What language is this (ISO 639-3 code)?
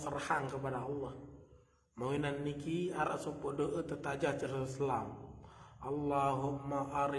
sas